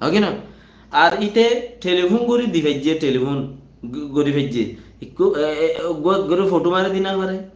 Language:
Rohingya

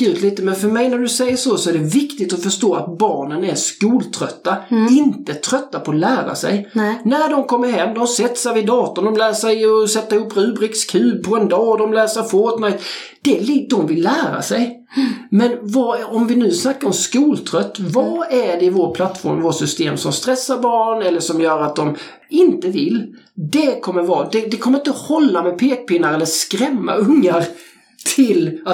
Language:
Swedish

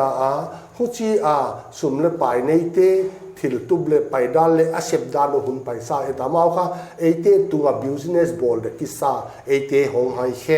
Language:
Paite Chin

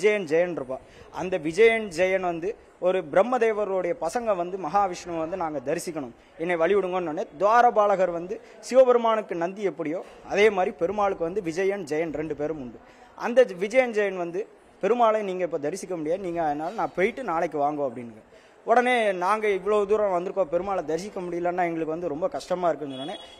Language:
Tamil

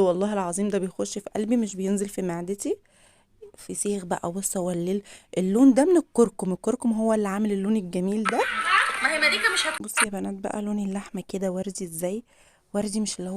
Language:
Egyptian Arabic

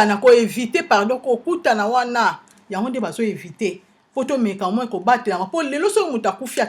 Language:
Lingala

